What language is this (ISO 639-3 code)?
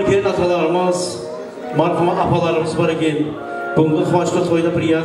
kaa